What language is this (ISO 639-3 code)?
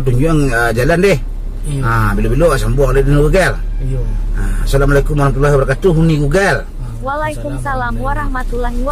min